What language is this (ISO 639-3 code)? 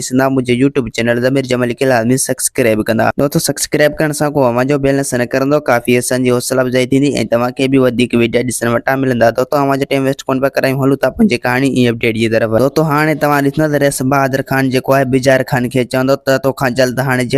snd